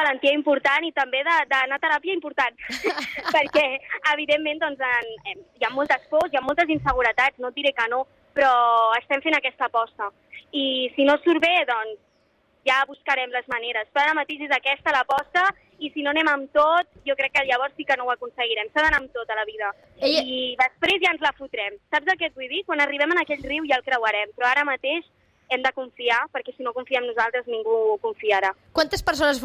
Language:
Catalan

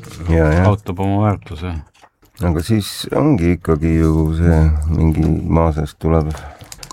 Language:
Estonian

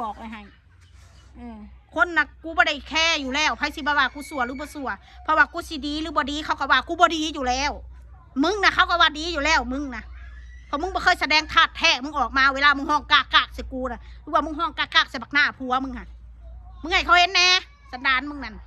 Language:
Northeastern Thai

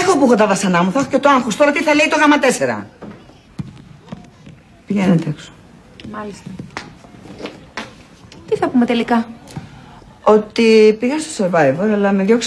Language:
Greek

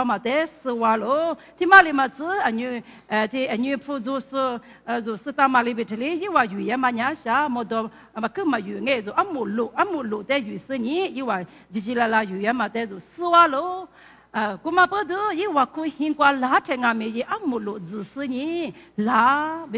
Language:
Lisu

